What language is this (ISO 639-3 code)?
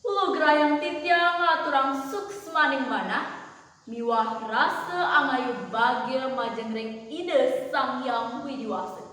ban